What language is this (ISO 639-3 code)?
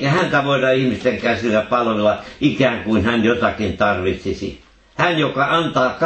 fin